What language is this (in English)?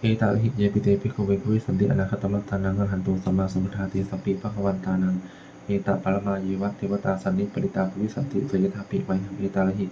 Pali